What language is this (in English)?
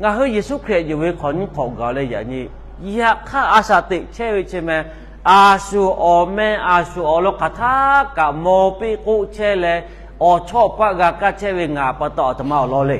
Lahu